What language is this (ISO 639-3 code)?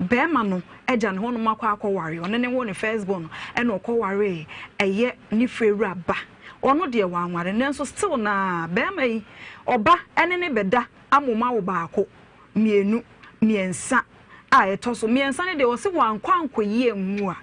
aka